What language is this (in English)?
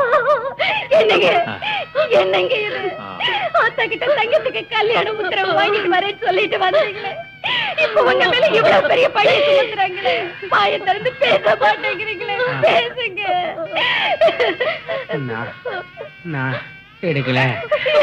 Tamil